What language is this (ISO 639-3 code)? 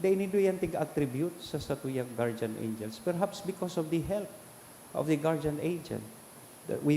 bik